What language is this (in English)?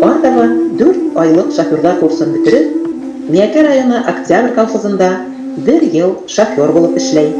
Bashkir